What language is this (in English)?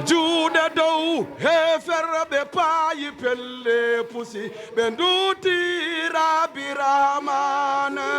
Fula